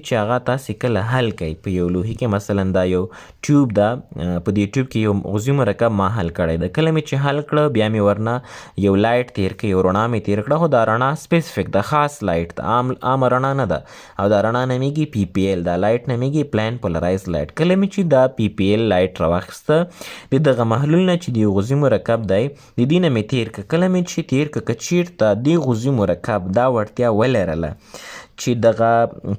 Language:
Pashto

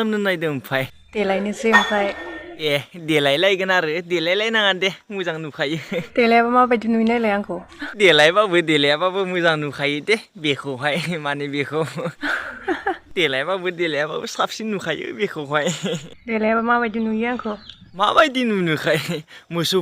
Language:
Bodo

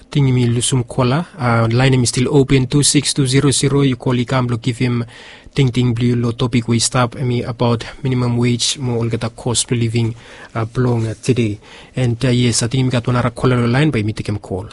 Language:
Bislama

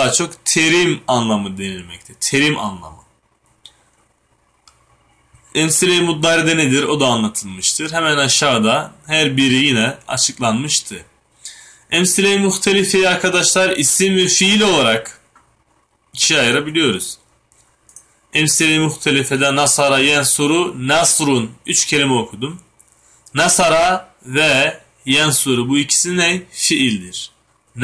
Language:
Turkish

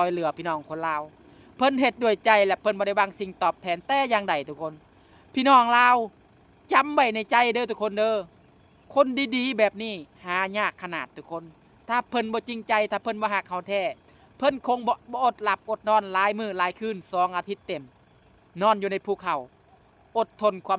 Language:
Lao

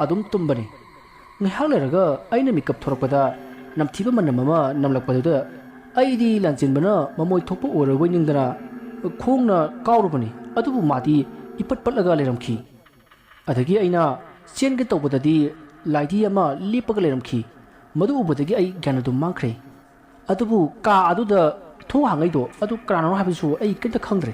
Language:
Manipuri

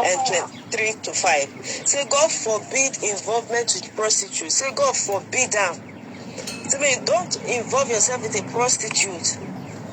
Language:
Nigerian Pidgin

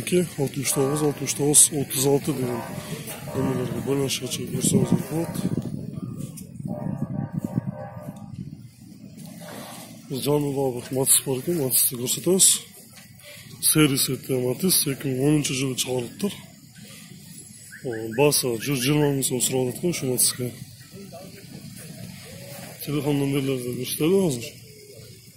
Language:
Kyrgyz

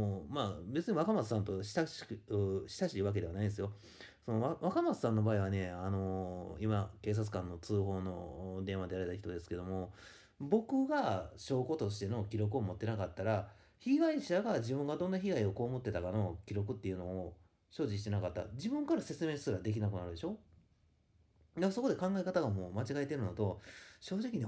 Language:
Japanese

